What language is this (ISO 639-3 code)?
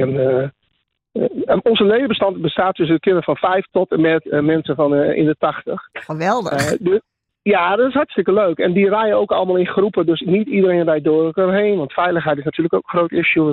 nld